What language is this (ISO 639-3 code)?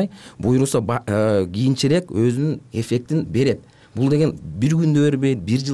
kir